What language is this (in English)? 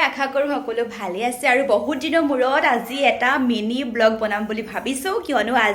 Assamese